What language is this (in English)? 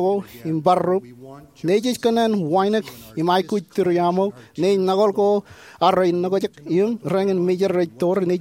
Marshallese